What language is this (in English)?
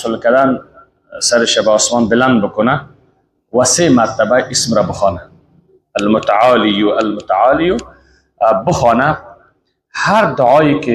Persian